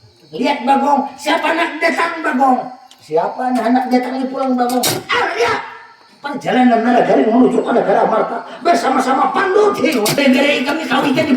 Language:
Banjar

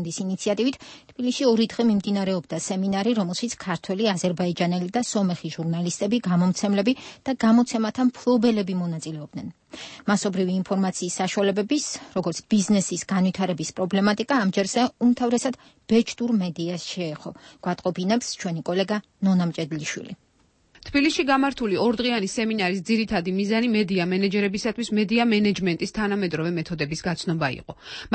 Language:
Georgian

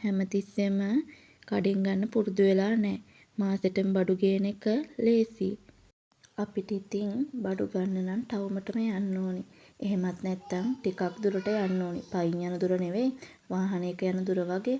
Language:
Sinhala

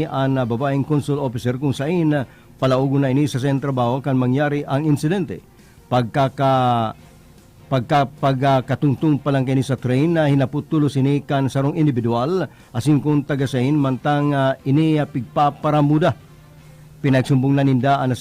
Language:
Bikol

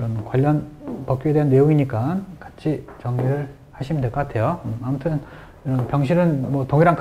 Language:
Korean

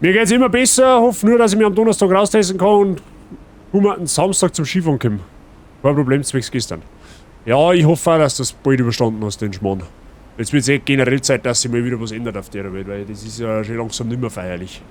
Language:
Bavarian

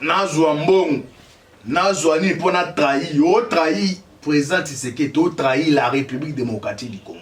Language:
Lingala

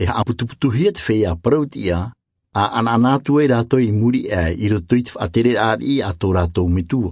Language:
Tahitian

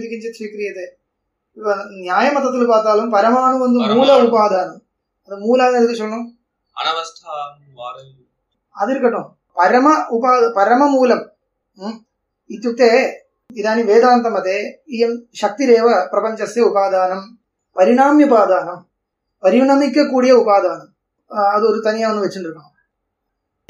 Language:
Tamil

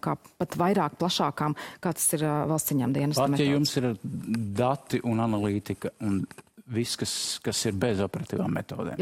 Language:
Latvian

